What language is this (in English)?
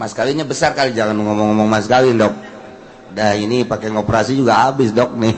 Sundanese